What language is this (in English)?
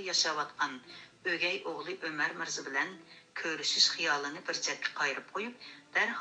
Uyghur